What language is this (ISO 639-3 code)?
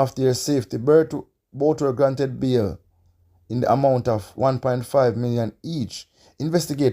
jam